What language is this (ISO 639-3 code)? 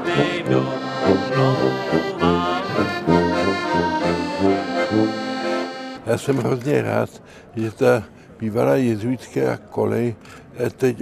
ces